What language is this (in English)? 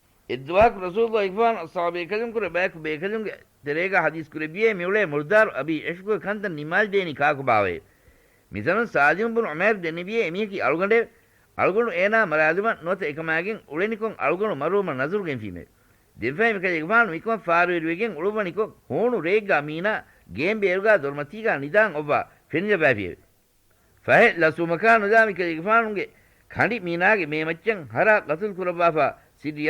Divehi